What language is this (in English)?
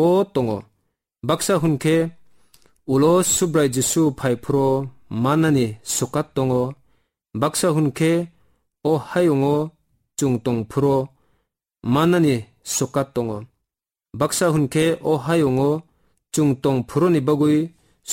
Kok Borok